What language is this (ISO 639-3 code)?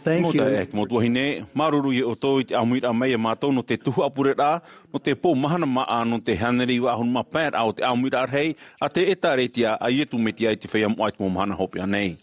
tah